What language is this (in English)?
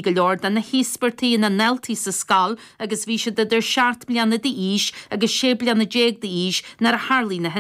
Irish